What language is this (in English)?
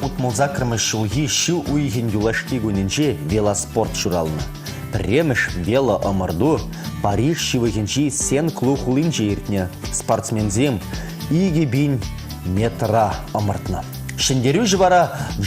Chuvash